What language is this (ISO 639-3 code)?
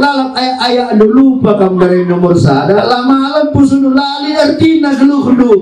btx